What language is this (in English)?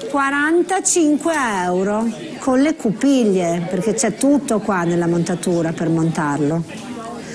Italian